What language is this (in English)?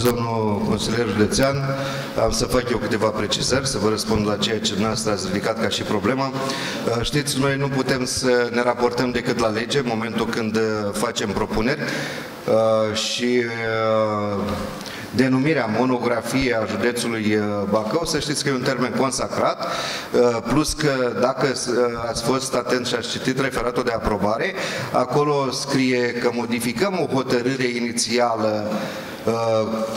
Romanian